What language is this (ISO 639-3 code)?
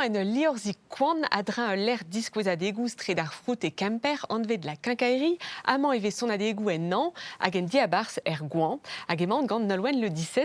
bre